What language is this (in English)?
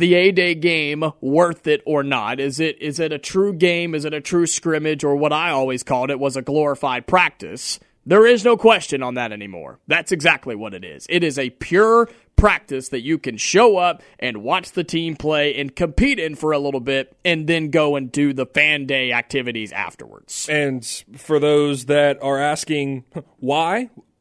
English